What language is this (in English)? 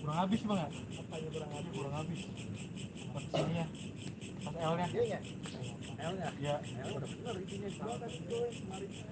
Betawi